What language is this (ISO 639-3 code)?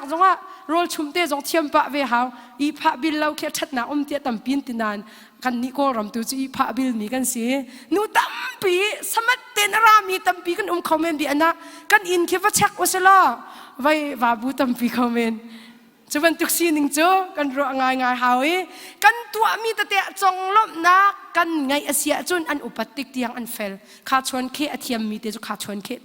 cnh